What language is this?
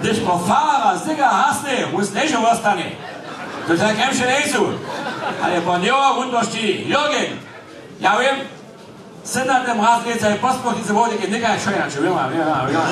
Upper Sorbian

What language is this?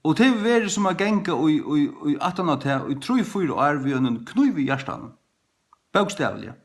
Faroese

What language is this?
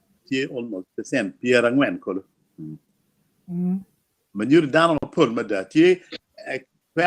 Acoli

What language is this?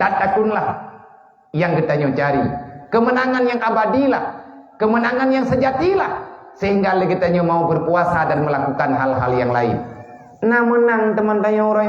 Achinese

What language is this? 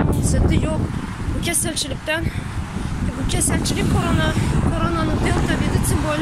Turkmen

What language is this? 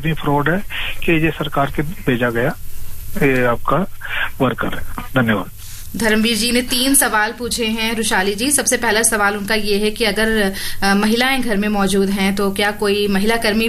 Hindi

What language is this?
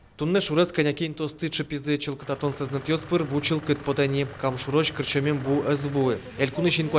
Udmurt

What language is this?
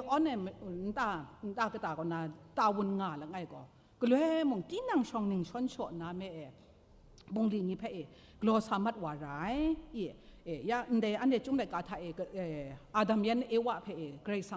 Kachin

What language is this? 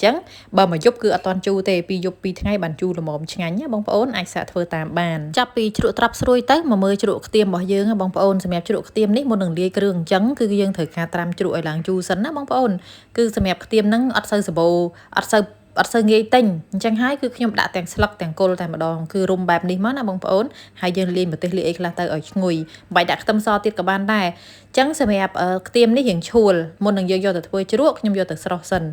Khmer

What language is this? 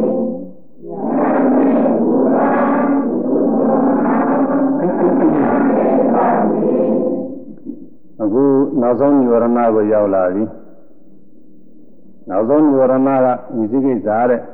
Burmese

